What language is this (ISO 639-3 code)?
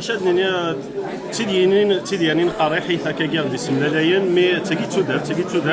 kab